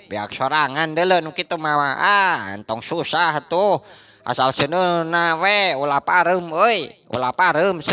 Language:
Sundanese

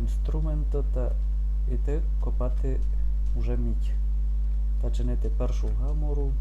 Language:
Rusyn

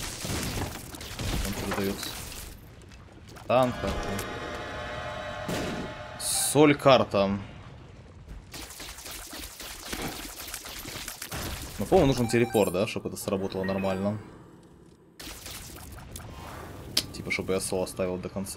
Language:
Russian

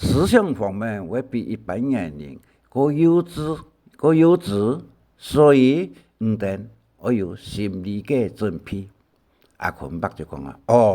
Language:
Hakka Chinese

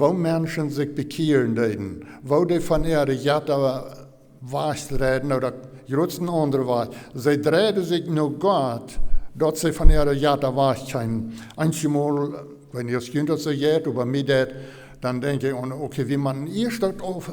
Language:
Plautdietsch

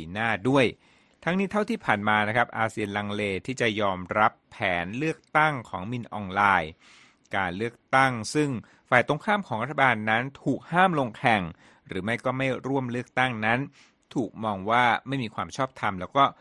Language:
Thai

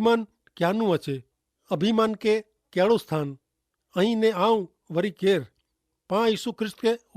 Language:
Kachhi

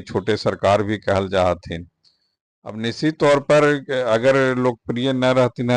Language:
Magahi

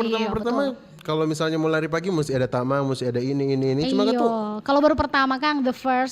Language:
Manado Malay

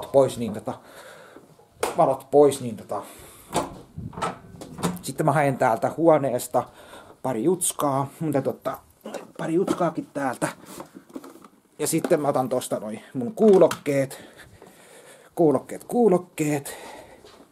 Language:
Finnish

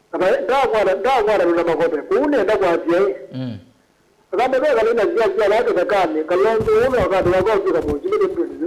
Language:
Kamba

